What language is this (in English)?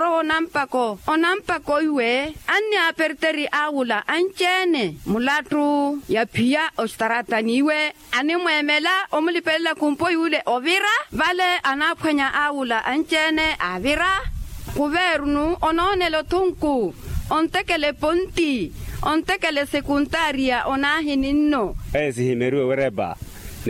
Makhuwa